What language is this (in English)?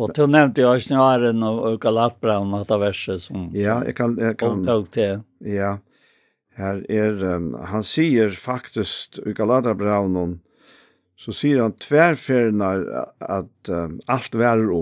Faroese